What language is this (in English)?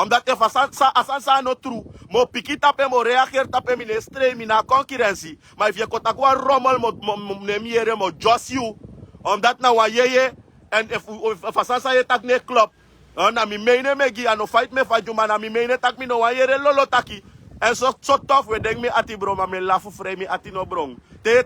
Sranan Tongo